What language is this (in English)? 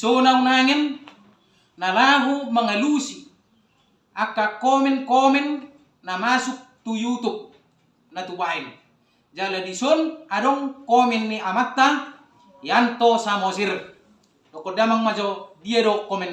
Batak Toba